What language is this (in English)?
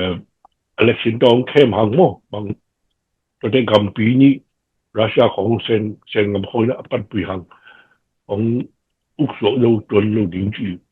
Tedim Chin